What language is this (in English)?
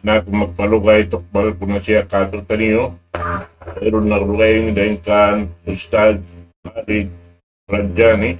Tausug